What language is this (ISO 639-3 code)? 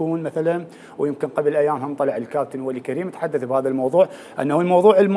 acm